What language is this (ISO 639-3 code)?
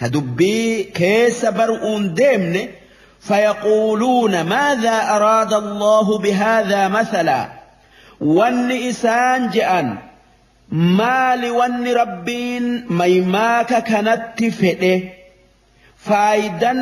orm